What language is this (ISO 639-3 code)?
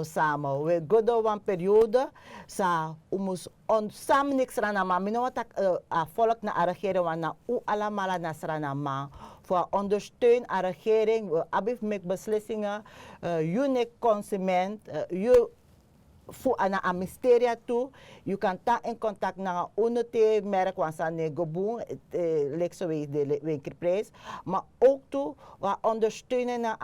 srn